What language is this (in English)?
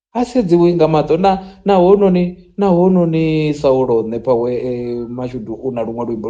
Venda